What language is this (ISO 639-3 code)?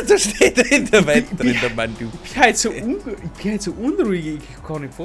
bar